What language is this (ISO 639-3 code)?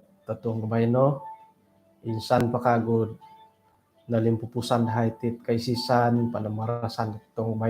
dtp